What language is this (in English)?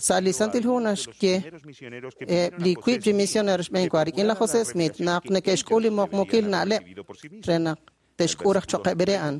Kekchí